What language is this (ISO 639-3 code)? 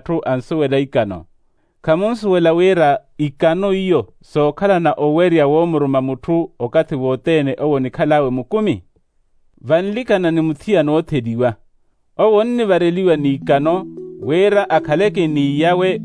vmw